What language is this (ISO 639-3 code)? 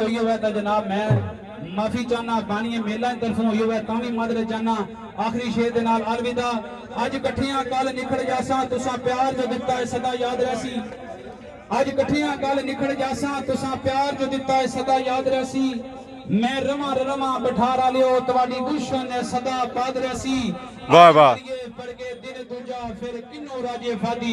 phr